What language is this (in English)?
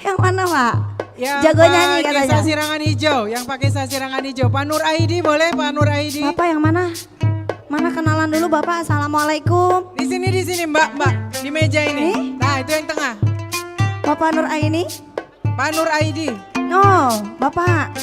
Banjar